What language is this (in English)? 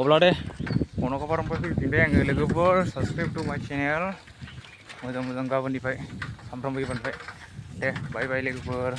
Bodo